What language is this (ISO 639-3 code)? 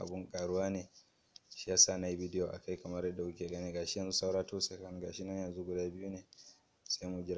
hau